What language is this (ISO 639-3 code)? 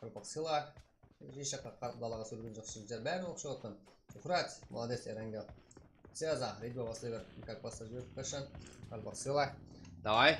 kaa